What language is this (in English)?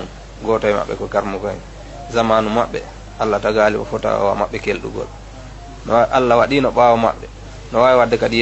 Fula